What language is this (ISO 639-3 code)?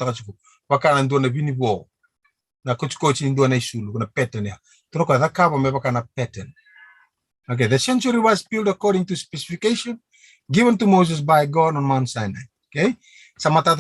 fij